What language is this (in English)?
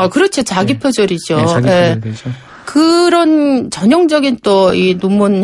Korean